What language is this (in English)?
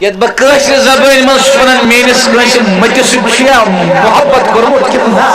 Kashmiri